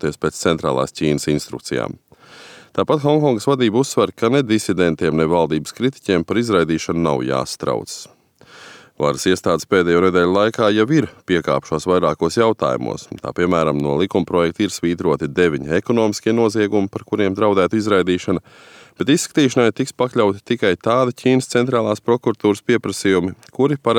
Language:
Latvian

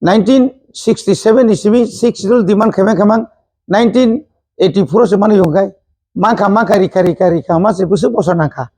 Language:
Kok Borok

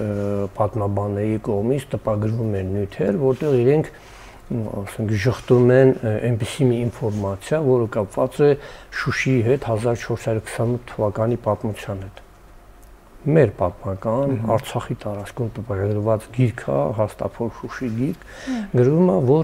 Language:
Armenian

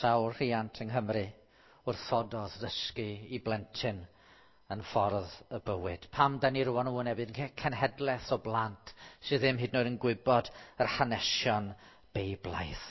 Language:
Welsh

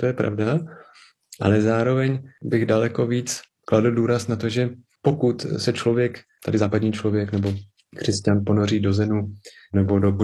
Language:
Czech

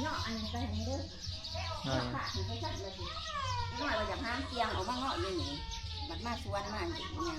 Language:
Northeastern Thai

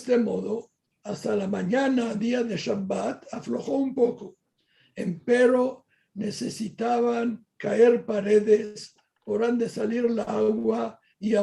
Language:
Ladino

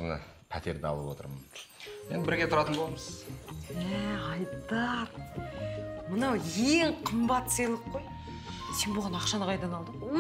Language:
Kazakh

